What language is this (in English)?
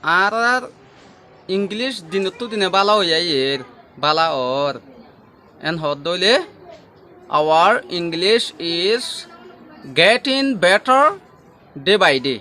Rohingya